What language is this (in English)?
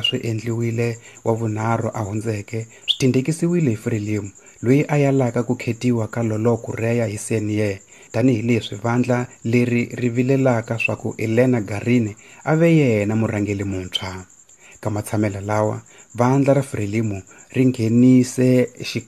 Tsonga